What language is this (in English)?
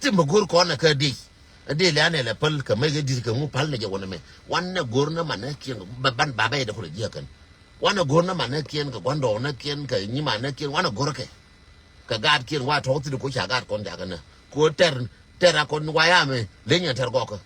Nuer